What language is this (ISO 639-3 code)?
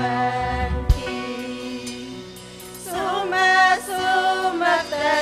quy